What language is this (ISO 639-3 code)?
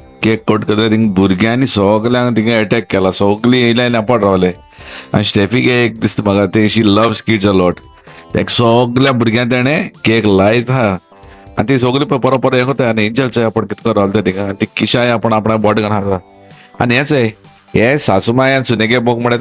kok